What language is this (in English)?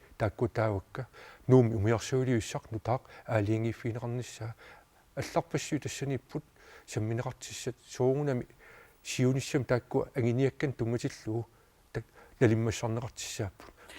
Kalaallisut